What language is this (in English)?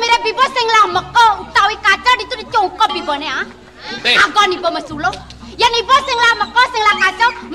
Balinese